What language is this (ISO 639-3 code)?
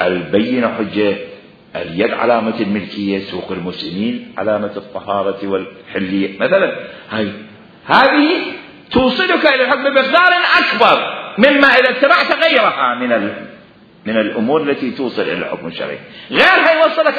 acm